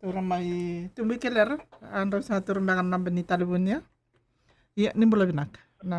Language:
Fijian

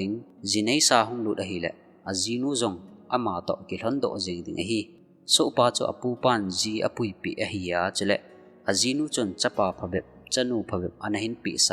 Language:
Thado Chin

